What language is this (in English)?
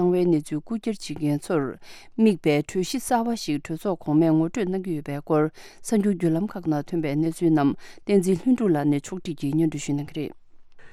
Tibetan